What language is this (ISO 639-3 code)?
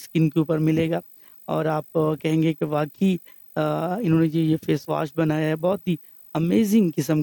urd